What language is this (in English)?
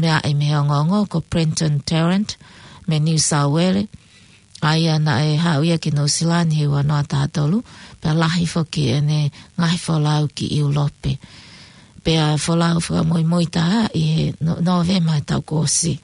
Tongan